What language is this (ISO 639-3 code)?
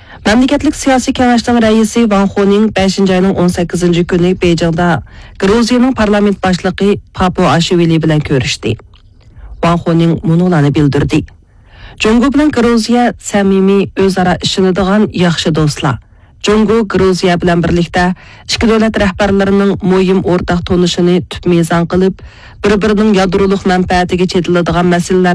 uig